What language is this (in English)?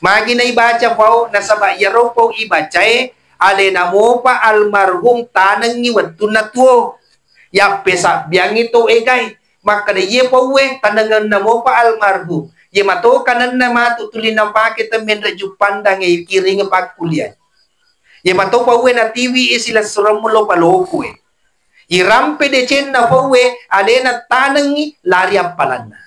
Buginese